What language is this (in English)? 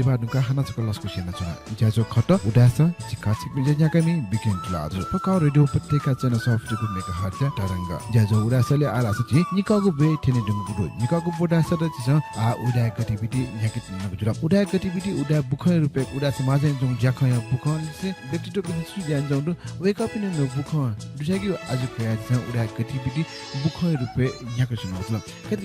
Newari